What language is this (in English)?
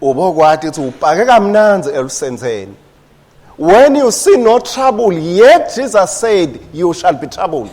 Swati